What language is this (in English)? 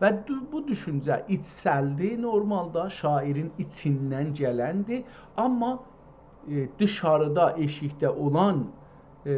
South Azerbaijani